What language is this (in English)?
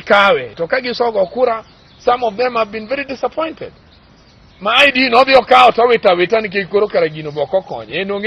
Luo (Kenya and Tanzania)